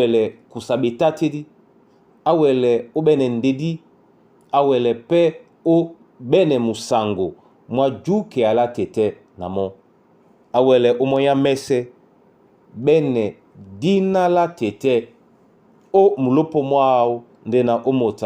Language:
Duala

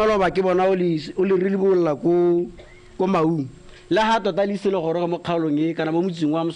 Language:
Tswana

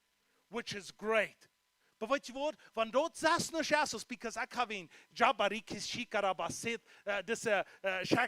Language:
Plautdietsch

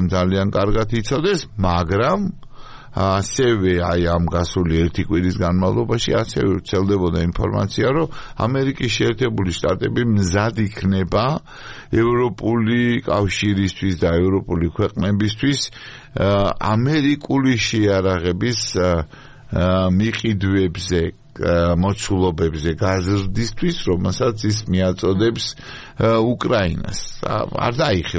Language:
Georgian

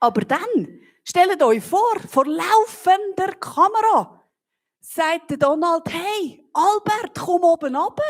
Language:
Swiss German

